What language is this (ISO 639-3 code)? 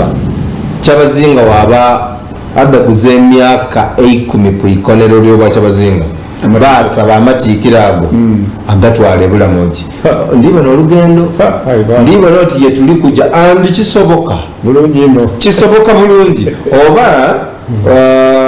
xog